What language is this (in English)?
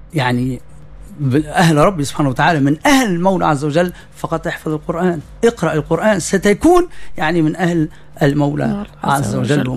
Tunisian Arabic